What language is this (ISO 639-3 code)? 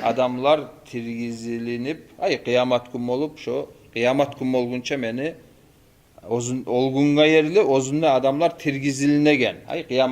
kum